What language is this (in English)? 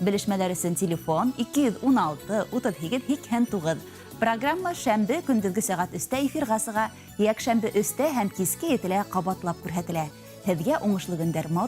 Bashkir